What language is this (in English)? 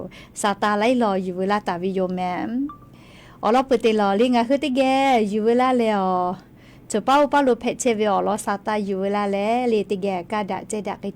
Lahu